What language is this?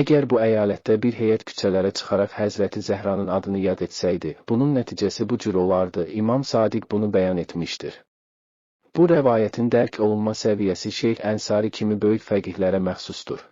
Azerbaijani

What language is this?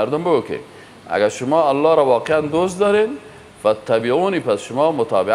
Persian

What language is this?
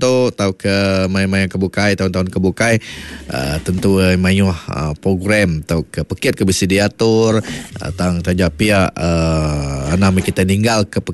Iban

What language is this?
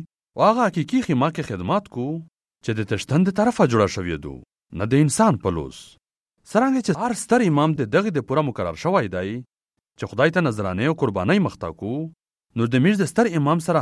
Armenian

